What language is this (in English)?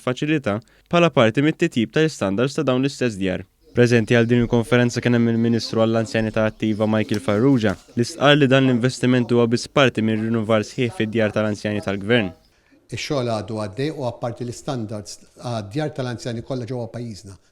Maltese